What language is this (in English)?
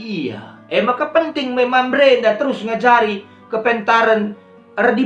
Batak Karo